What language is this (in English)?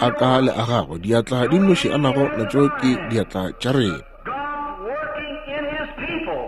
Northern Sotho